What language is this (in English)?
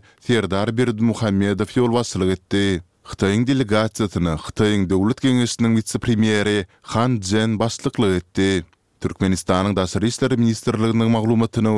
Turkmen